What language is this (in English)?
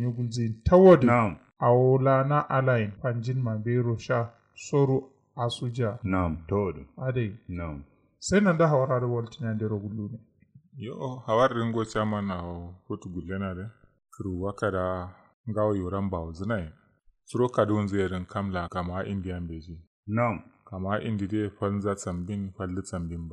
Kanuri